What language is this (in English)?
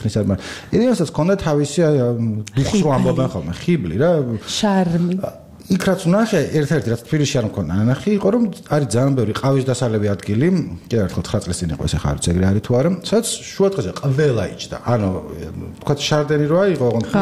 Georgian